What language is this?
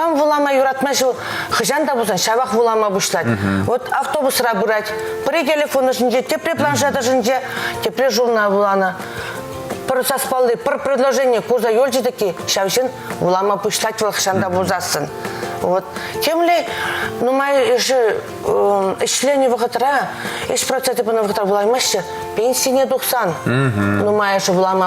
Chuvash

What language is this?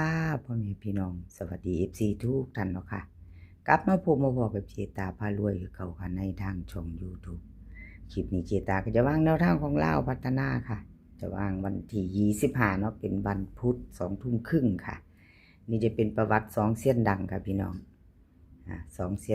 Northeastern Thai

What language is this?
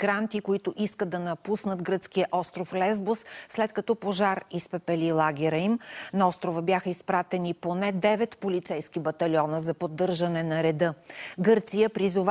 Bulgarian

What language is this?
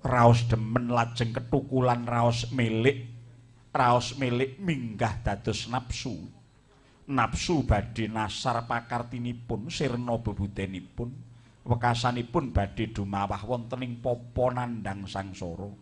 Javanese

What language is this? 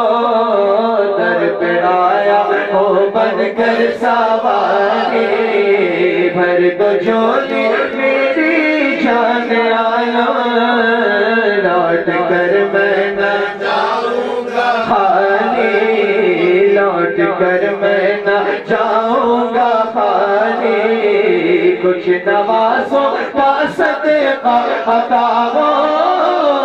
Urdu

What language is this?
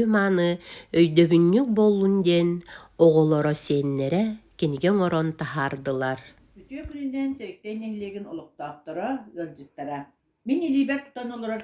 Yakut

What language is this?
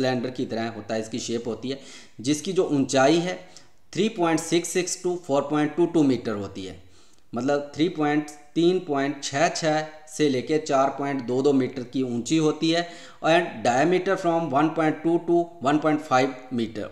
Hindi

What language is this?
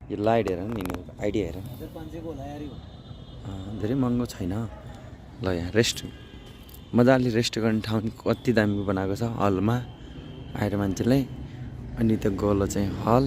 Nepali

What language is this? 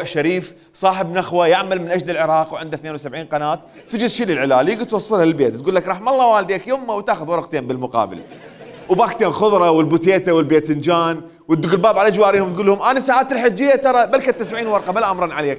Mesopotamian Arabic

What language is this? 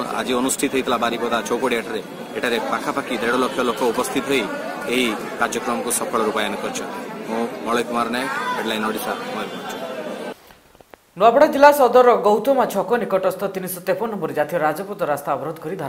Odia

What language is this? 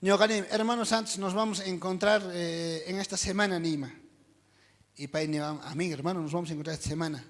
South Bolivian Quechua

